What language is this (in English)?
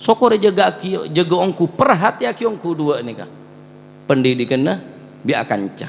Madurese